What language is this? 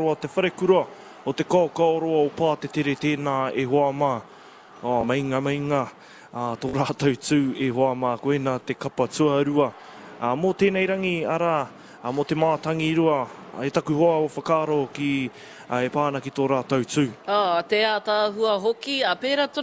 Māori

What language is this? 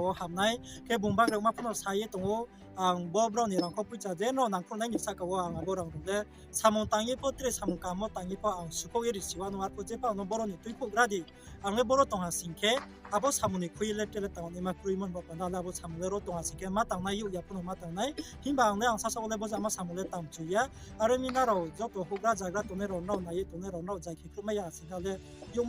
Riang (India)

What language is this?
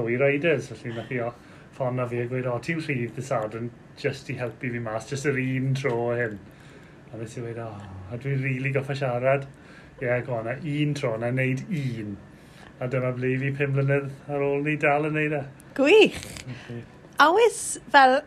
Welsh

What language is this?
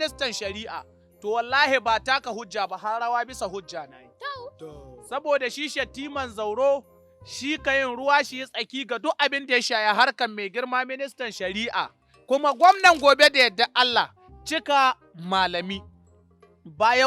Hausa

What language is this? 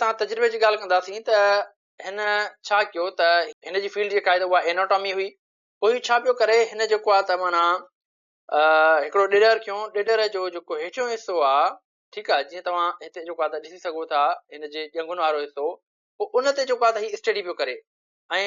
Sindhi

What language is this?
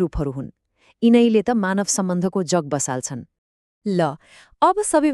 Nepali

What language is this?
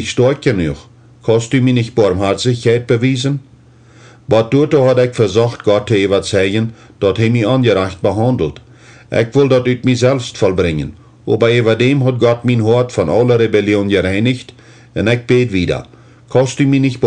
Plautdietsch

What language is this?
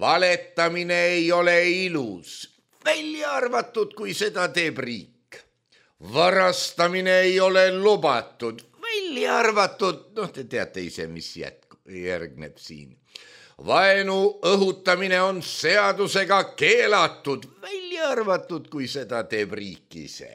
Estonian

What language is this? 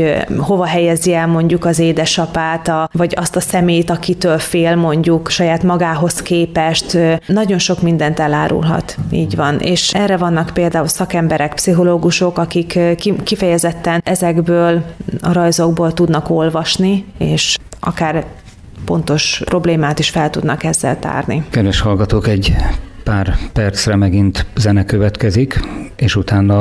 Hungarian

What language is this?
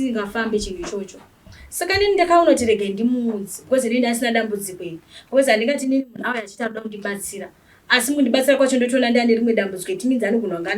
Shona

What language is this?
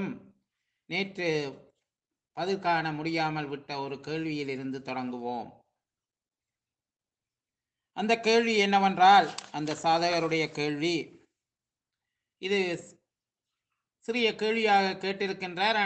Tamil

